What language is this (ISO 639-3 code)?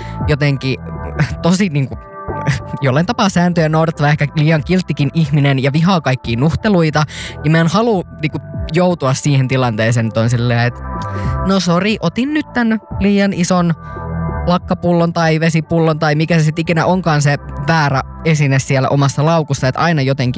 fin